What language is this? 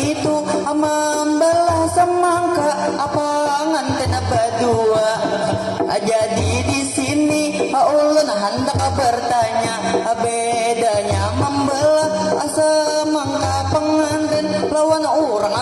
Banjar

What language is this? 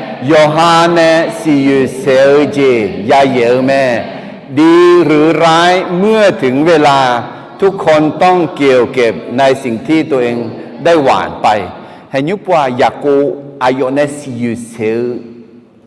Akha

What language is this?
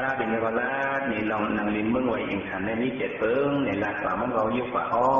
Shan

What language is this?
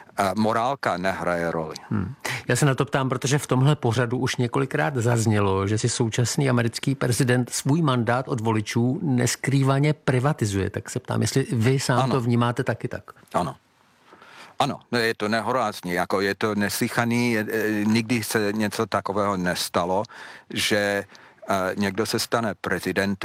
Czech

